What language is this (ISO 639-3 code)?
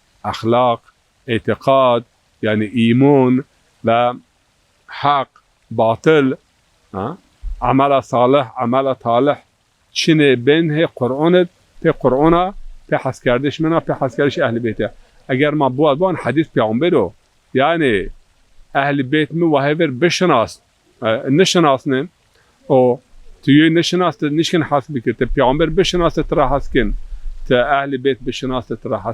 zza